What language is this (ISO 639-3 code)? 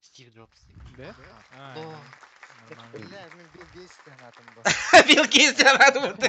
sah